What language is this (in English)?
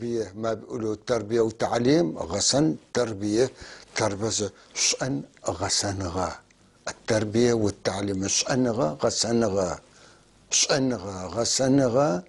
North Levantine Arabic